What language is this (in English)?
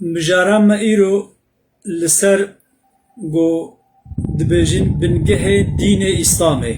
Kurdish